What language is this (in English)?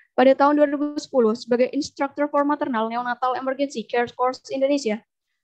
Indonesian